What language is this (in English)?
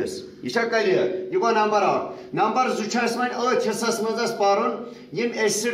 Kashmiri